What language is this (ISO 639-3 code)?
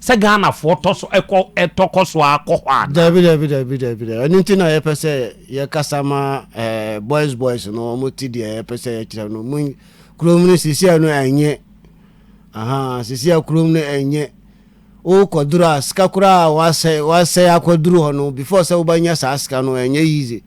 aka